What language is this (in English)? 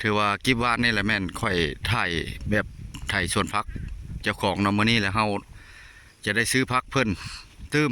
Lao